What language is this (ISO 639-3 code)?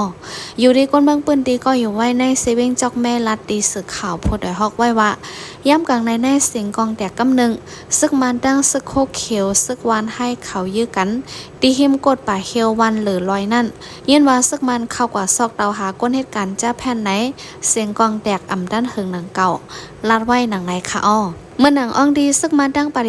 shn